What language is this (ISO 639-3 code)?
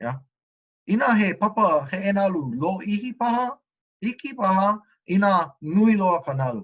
haw